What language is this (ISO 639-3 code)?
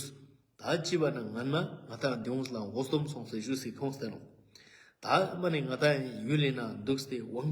lbj